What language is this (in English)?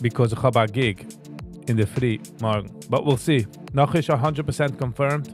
Yiddish